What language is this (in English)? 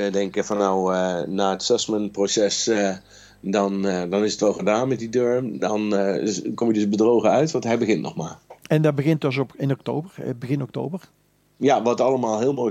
Dutch